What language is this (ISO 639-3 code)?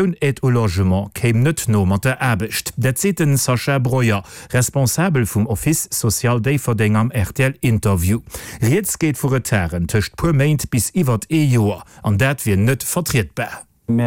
ltz